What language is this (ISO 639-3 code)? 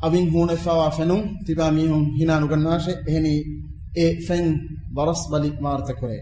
div